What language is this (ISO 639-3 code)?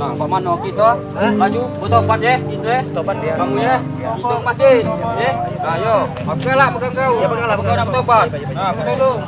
mui